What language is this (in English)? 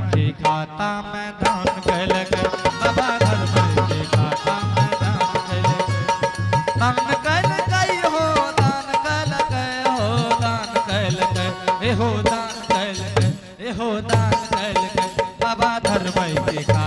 Angika